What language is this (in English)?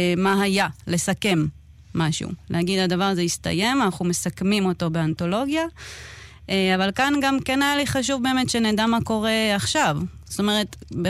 Hebrew